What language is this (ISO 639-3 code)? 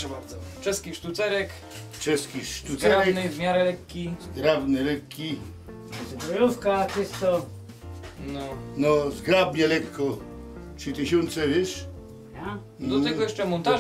szl